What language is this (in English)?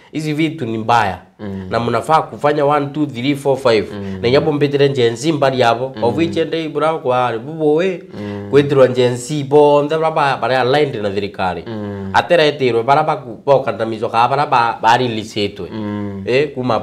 Meru